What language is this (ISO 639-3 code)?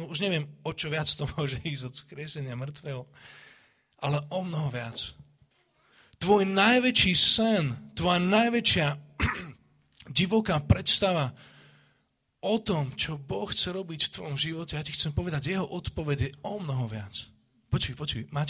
slk